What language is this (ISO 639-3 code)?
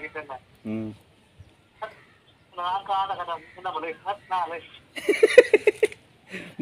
brx